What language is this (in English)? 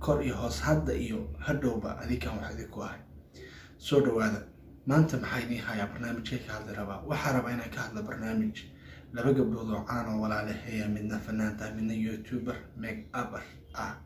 Somali